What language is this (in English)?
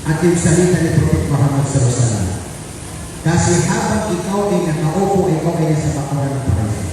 Maranao